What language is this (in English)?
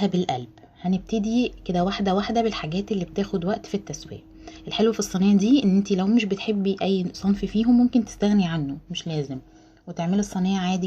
Egyptian Arabic